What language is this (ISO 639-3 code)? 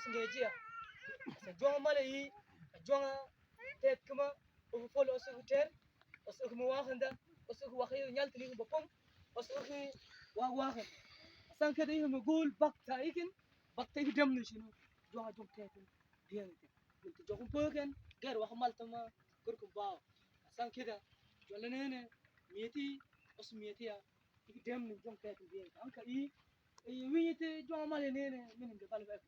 mfz